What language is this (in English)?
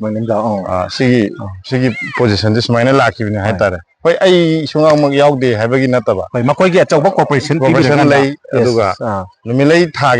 Manipuri